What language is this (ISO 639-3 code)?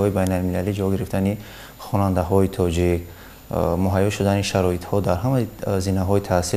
tgk